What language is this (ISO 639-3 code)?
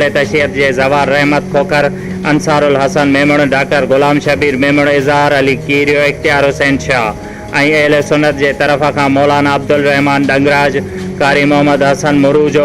snd